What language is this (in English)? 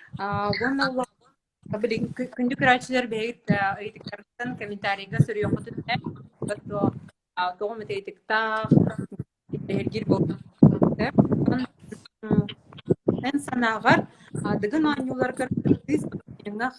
Yakut